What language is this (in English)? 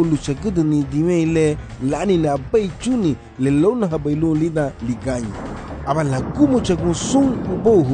Garifuna